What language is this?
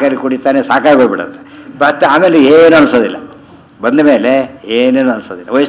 Kannada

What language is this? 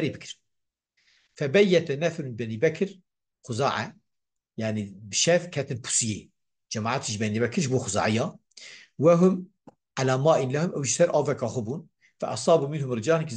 Kurdish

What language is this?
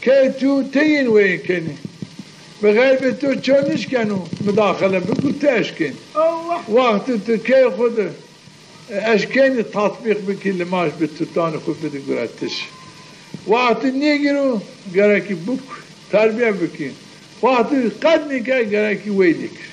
Zaza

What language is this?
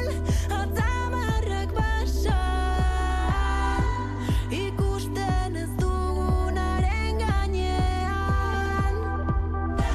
Basque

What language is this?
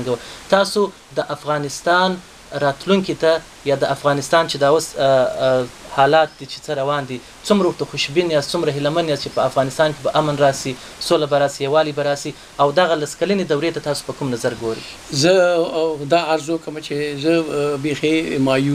Pashto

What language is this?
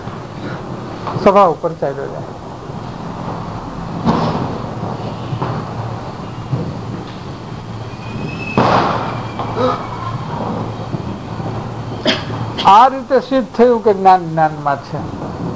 Gujarati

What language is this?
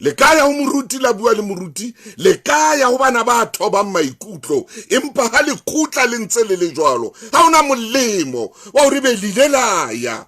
Southern Sotho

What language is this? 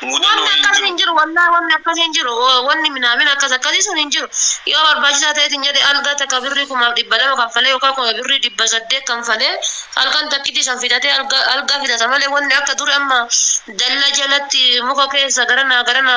Oromo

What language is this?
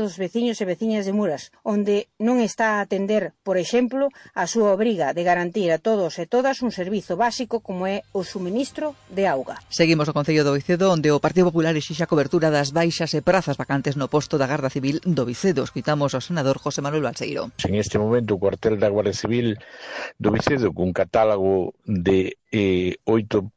Galician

